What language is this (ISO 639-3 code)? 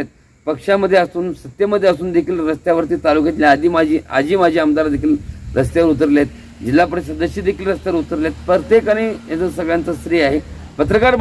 mar